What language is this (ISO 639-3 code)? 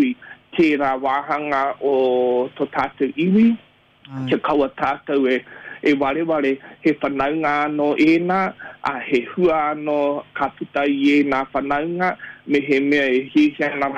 mri